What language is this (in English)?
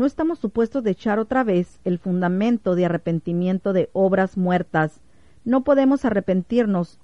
Spanish